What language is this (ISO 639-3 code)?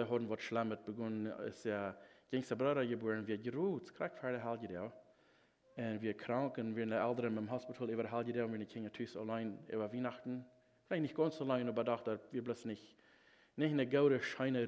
pdt